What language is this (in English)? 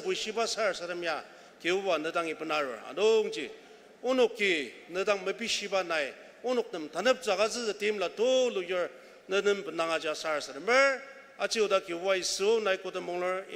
Ao Naga